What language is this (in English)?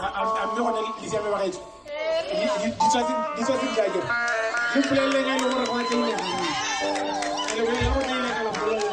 Tswana